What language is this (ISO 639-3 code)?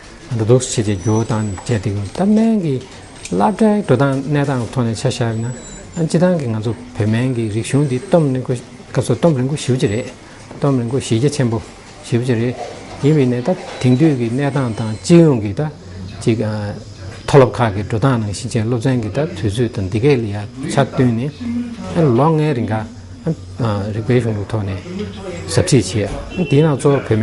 bod